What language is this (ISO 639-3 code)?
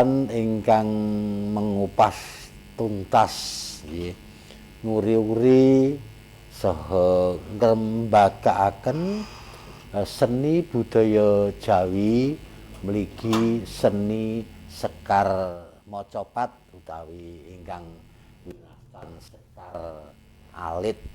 jav